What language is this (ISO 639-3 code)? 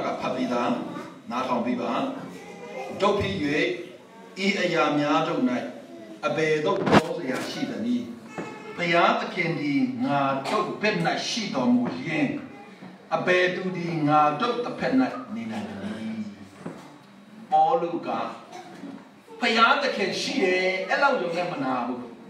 mya